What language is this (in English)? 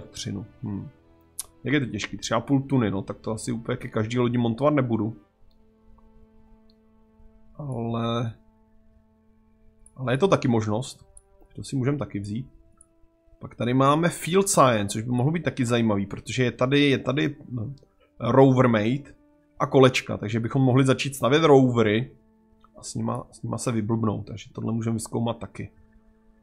Czech